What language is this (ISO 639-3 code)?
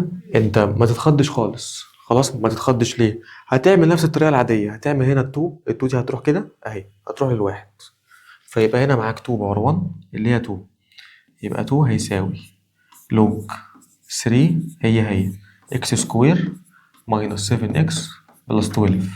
arz